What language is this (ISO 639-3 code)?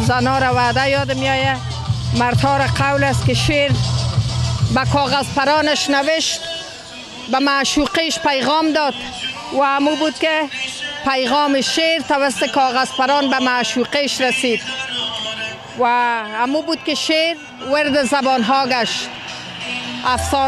fas